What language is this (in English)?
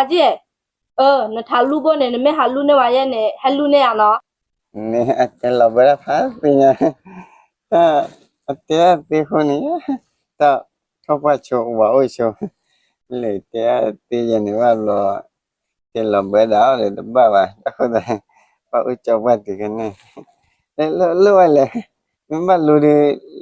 S'gaw Karen